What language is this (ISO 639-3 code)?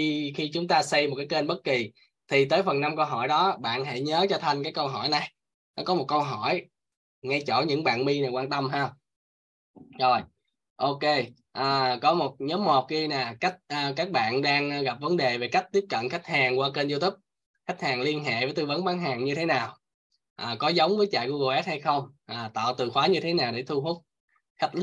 vie